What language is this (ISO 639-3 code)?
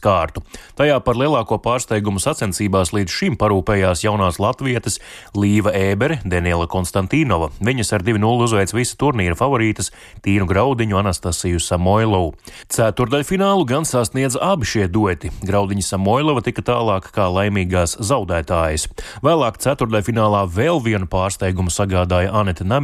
lav